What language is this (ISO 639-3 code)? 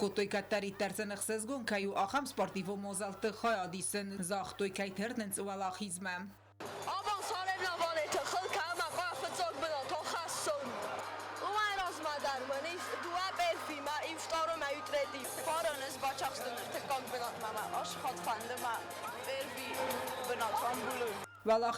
oss